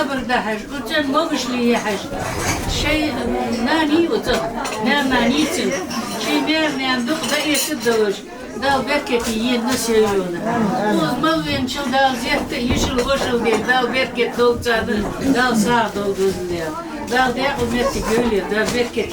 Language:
Ingush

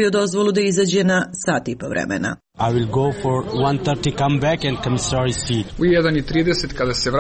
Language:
Serbian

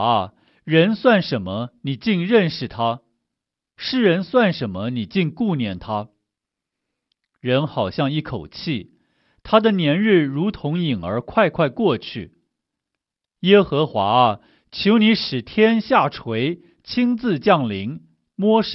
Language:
Chinese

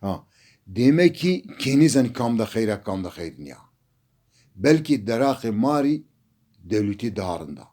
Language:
Zaza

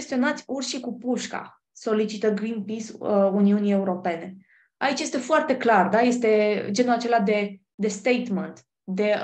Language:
Romanian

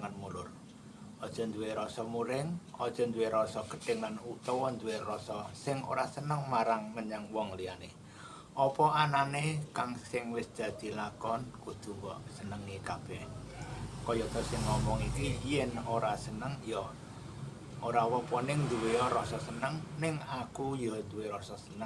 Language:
Javanese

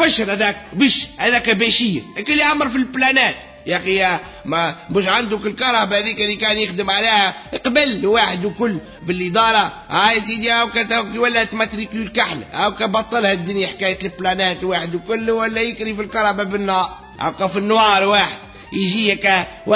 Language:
Tunisian Arabic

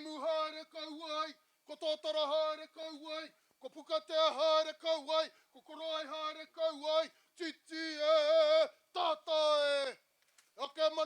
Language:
Māori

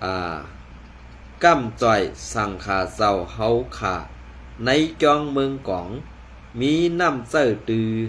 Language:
Shan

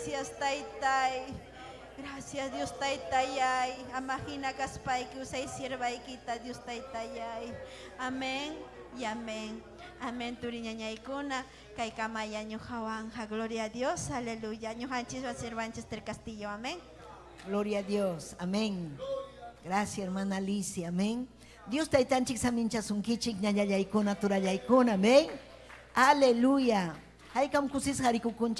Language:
Ayacucho Quechua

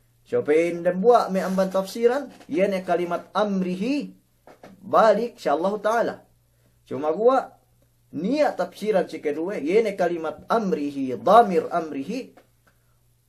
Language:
Yakan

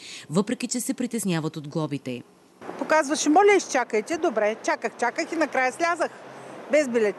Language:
Bulgarian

